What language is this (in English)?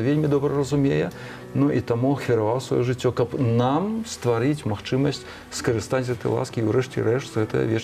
Belarusian